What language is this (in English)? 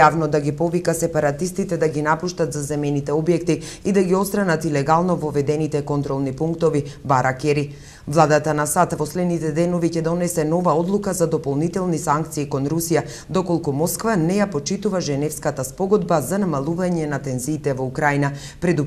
Macedonian